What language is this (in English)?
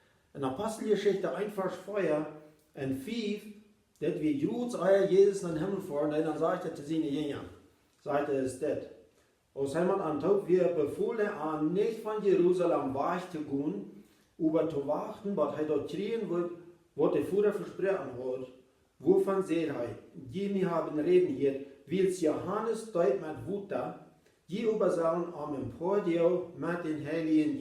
Plautdietsch